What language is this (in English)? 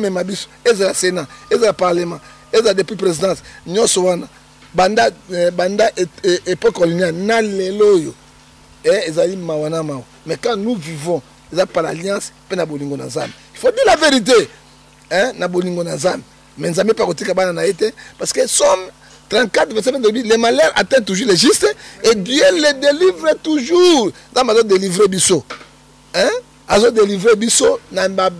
Lingala